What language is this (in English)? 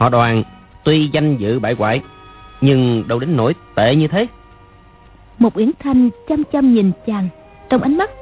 Vietnamese